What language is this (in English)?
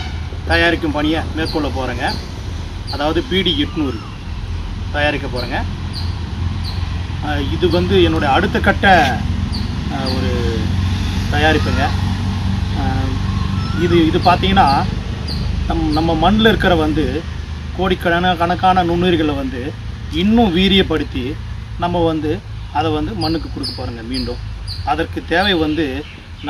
Tamil